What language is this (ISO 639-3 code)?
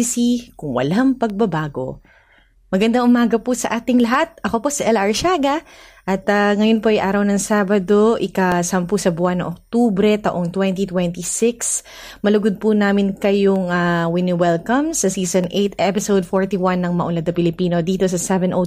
fil